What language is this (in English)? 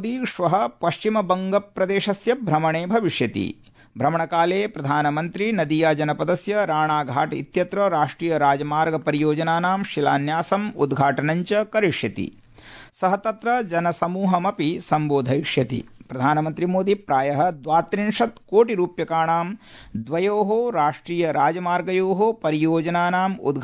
Sanskrit